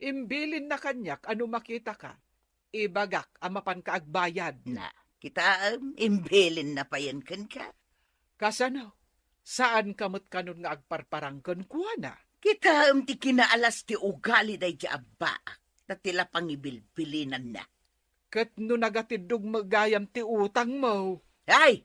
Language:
Iloko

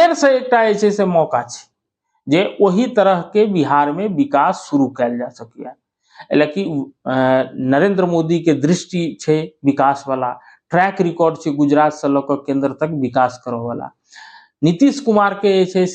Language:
Maithili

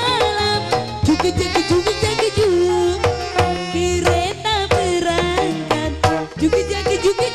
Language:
Betawi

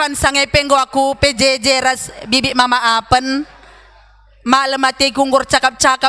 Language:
Batak Karo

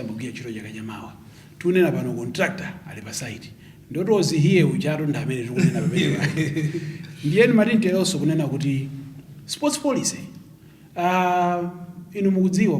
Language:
Nyanja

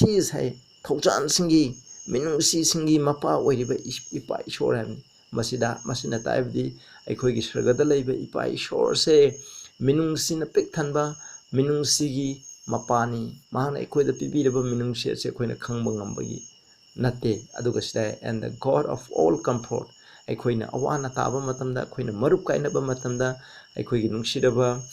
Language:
Manipuri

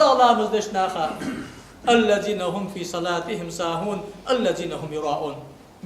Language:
Ingush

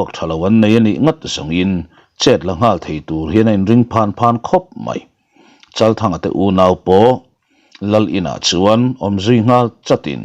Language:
Mizo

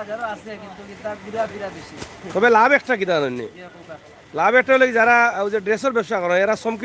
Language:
Sylheti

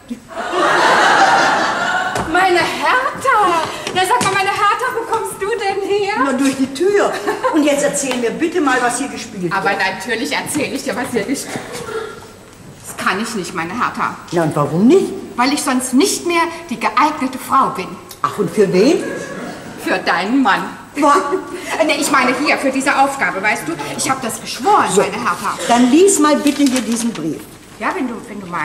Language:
German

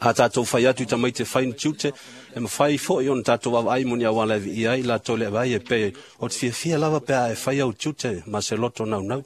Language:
Samoan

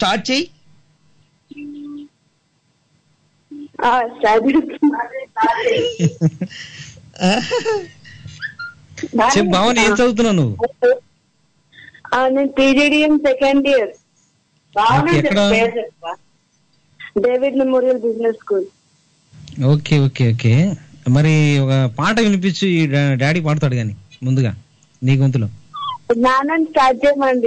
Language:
Telugu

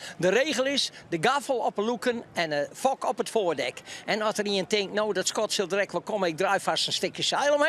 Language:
Western Frisian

